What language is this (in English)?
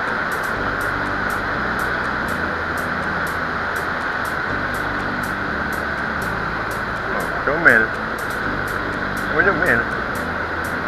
Malay